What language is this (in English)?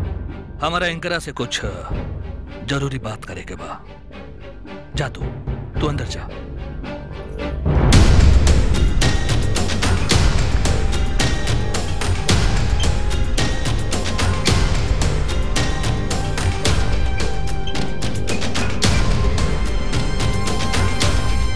Bhojpuri